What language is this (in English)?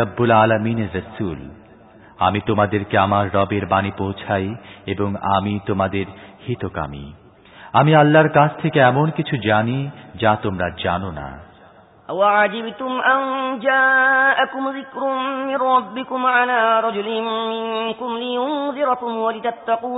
Bangla